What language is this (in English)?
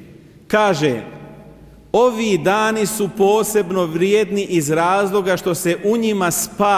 Bosnian